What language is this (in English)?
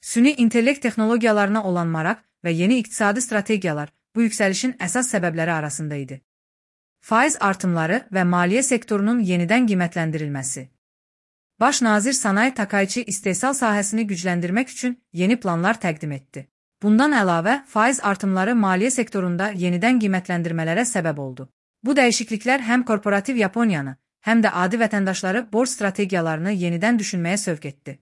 Azerbaijani